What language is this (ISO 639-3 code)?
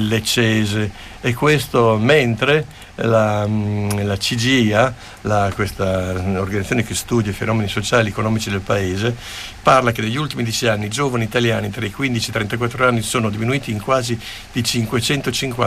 ita